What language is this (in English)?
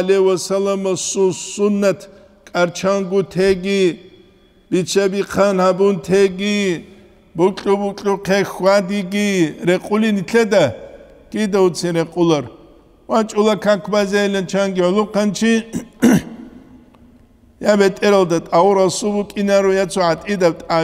Avaric